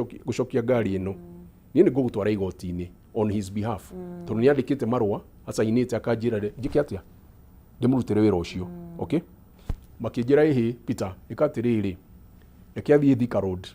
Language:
Kikuyu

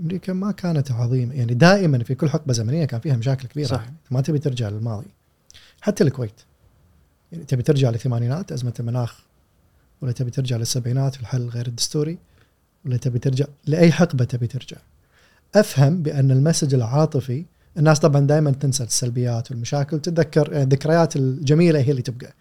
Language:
Gulf Arabic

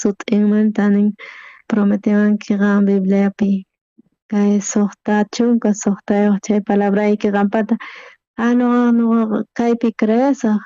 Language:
South Bolivian Quechua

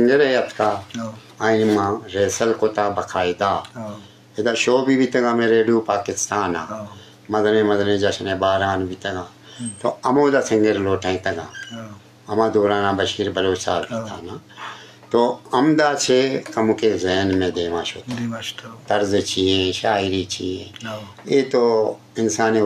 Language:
Eastern Balochi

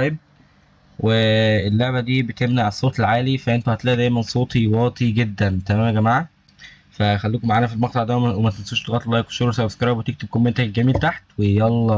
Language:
Egyptian Arabic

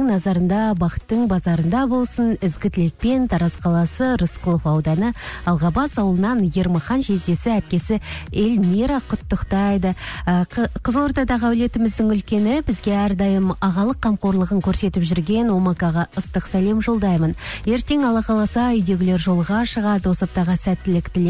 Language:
Kazakh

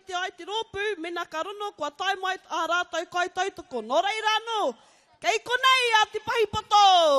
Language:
Māori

